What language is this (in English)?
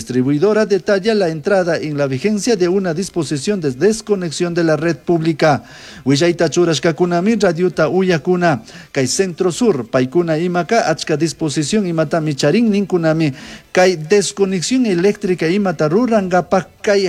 Chimborazo Highland Quichua